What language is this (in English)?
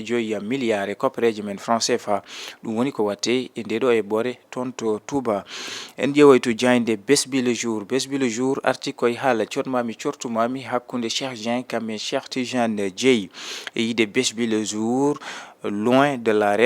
Fula